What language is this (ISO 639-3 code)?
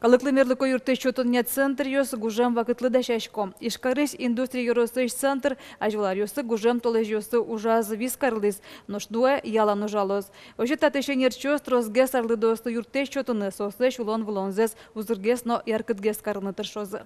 udm